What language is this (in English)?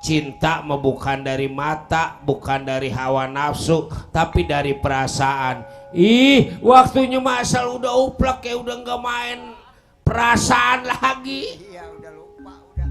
Betawi